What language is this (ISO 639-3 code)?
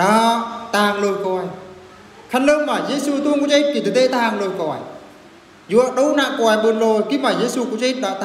bru